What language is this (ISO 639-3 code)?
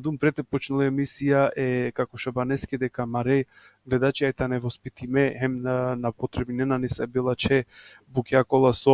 rmn